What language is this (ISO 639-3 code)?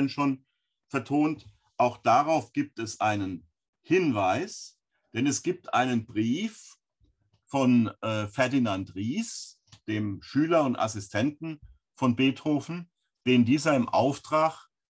deu